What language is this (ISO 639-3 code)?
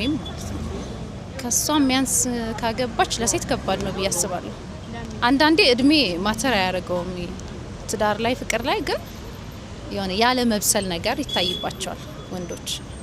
amh